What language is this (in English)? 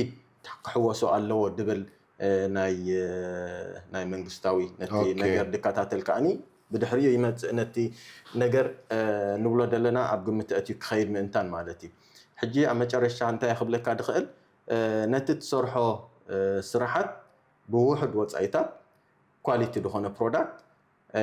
Tigrinya